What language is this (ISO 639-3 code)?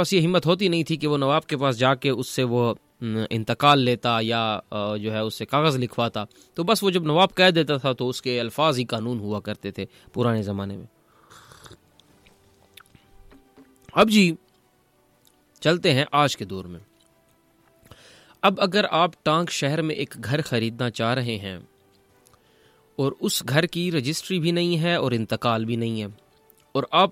urd